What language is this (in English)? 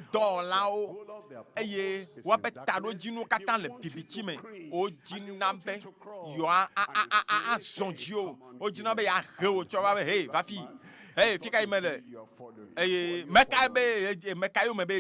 Ewe